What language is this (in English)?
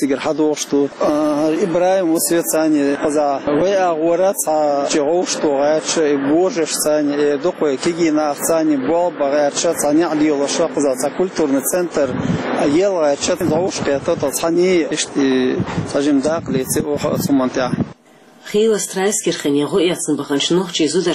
Chechen